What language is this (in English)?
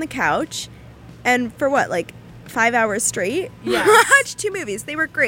English